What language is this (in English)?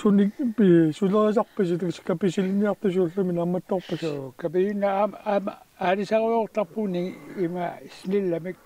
Kalaallisut